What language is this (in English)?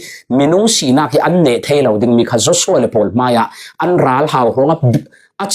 Falam Chin